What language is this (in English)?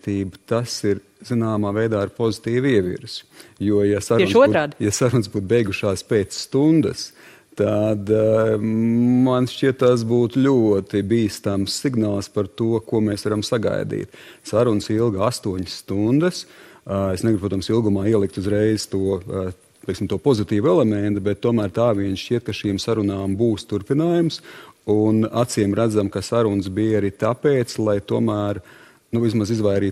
Latvian